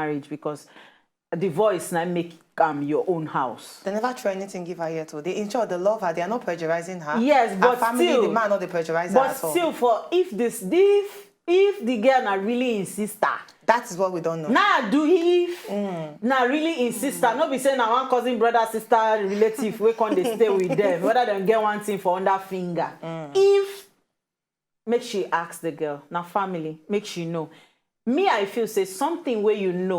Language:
Nigerian Pidgin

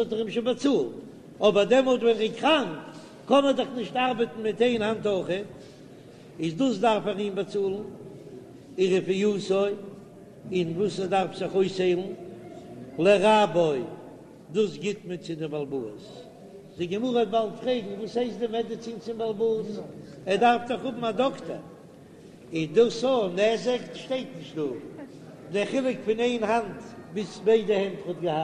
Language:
Yiddish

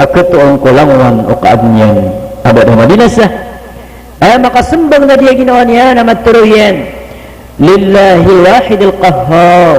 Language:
Maranao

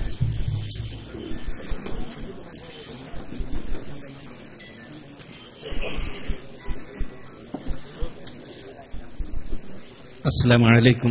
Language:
Malayalam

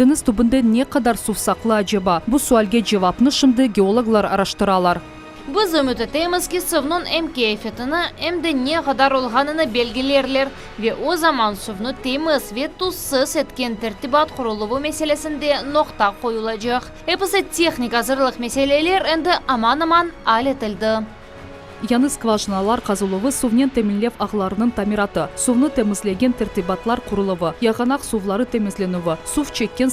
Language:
Crimean Tatar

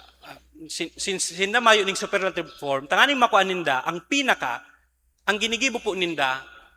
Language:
Bikol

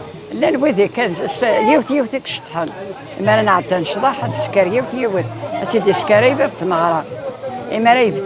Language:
Kabyle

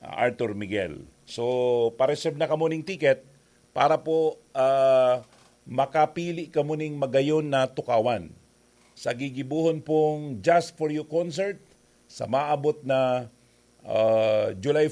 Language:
Bikol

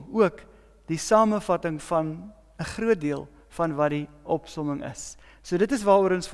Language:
Afrikaans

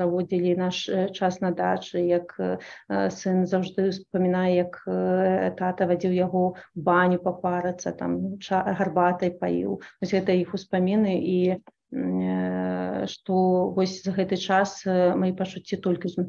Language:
Belarusian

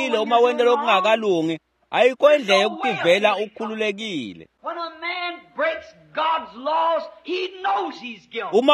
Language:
Swati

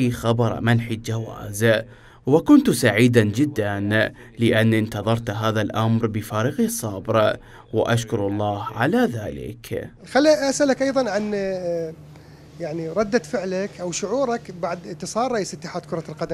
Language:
Mesopotamian Arabic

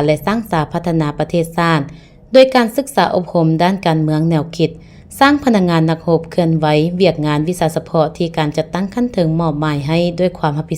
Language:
Lao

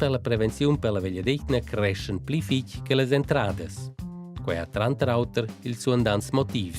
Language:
Romansh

